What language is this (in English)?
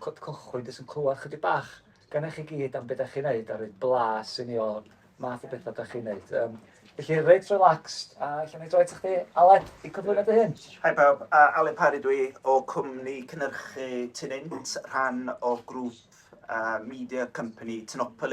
Welsh